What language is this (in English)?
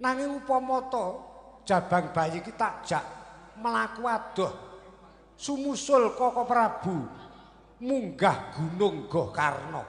Javanese